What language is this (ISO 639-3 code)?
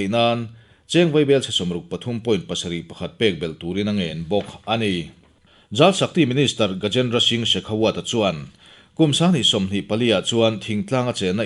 lus